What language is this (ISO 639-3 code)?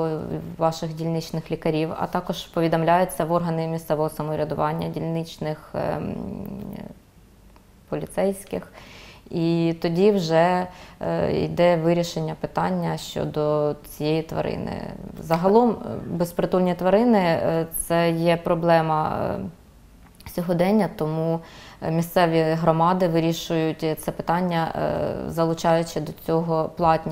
ukr